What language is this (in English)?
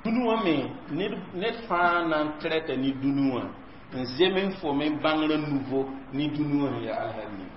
Mossi